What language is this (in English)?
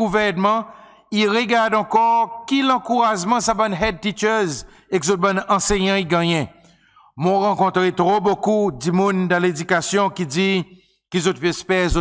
Seselwa Creole French